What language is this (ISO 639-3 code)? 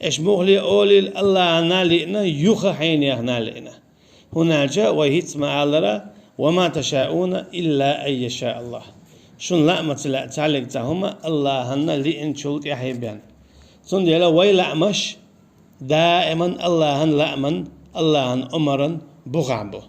che